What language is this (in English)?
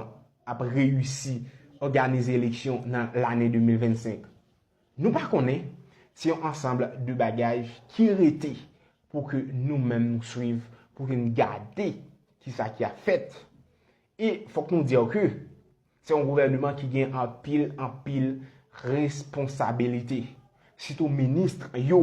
Haitian Creole